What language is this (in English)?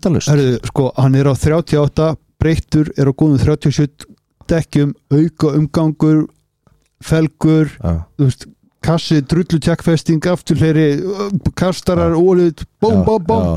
Icelandic